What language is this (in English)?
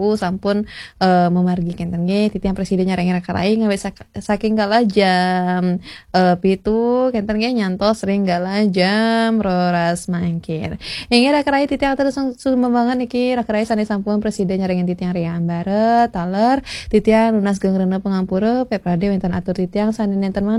Balinese